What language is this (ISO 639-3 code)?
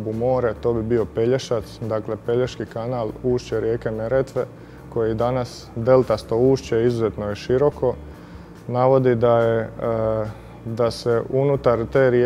hrv